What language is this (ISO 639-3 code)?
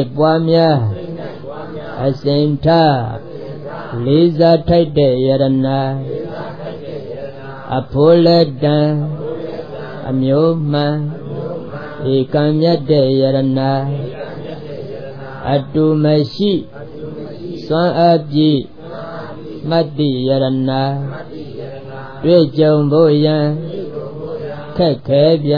mya